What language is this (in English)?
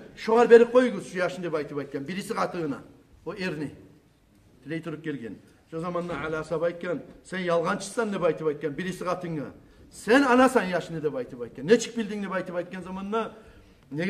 Kumyk